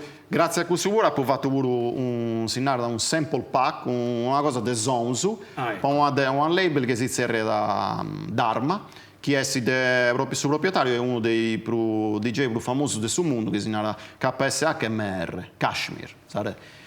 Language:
Sardinian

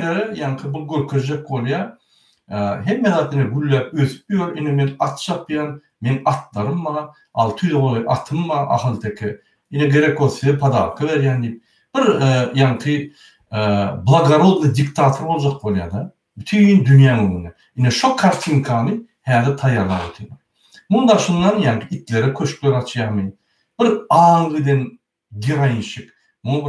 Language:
Turkmen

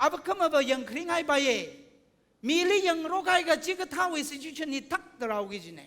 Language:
Tangkhul Naga (India)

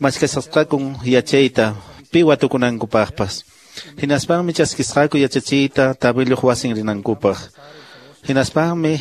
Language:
Quechua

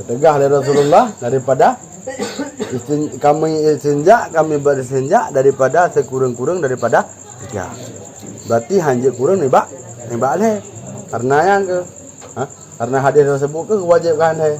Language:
Achinese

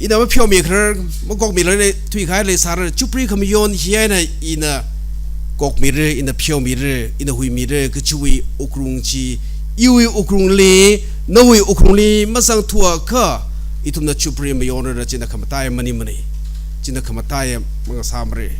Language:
Tangkhul Naga (India)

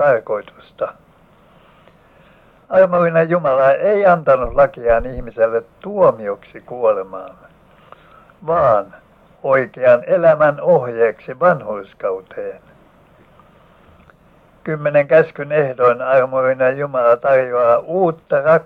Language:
Finnish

